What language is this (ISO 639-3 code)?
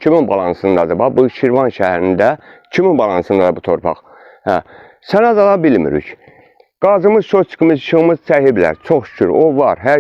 aze